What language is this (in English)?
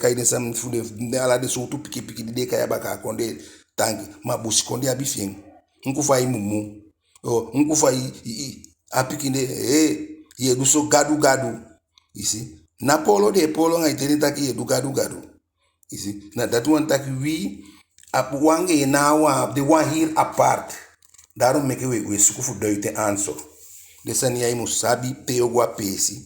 Eastern Maroon Creole